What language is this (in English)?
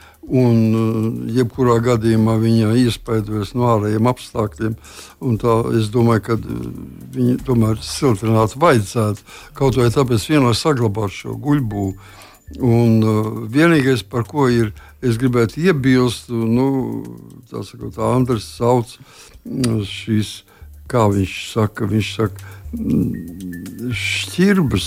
Latvian